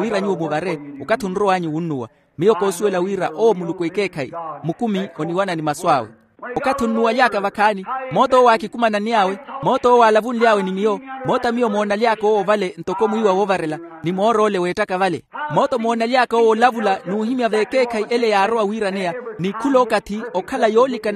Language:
Makhuwa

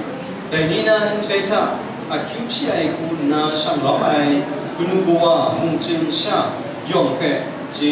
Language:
Kachin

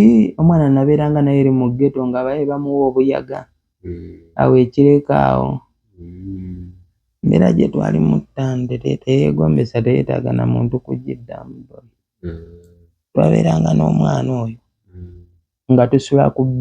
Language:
Ganda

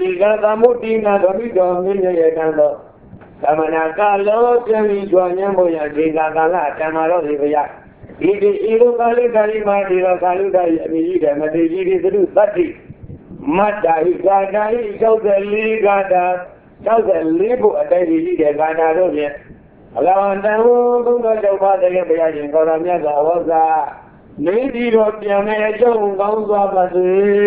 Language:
Burmese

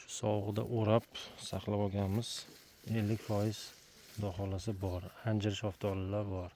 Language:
Uzbek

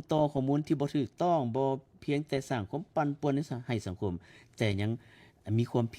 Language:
Lao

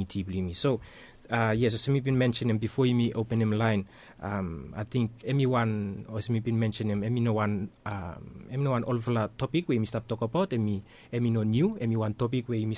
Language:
Bislama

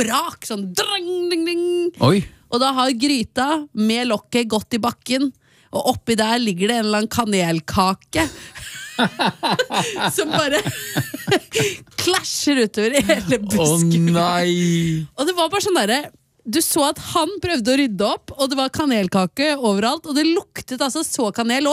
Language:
Norwegian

